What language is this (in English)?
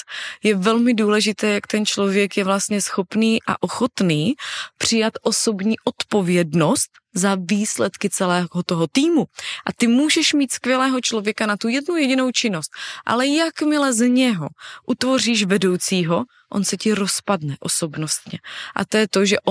Czech